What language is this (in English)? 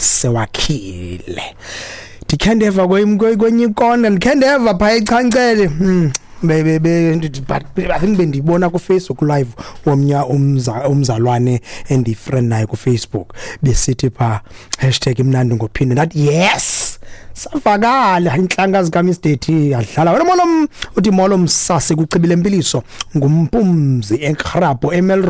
Xhosa